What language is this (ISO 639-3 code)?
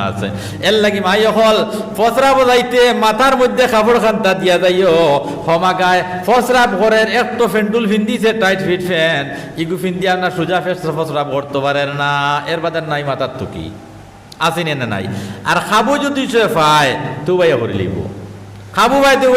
syl